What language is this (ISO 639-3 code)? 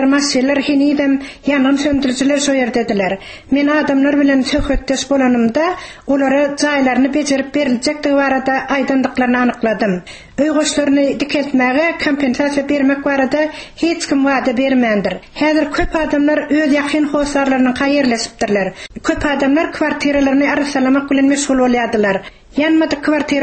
tuk